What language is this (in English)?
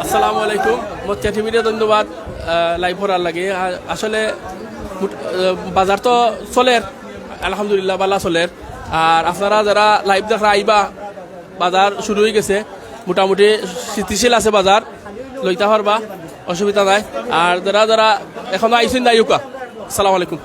Sylheti